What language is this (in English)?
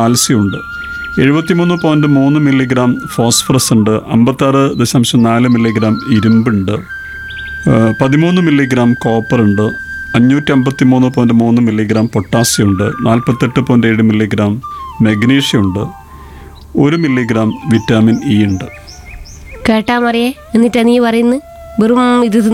Malayalam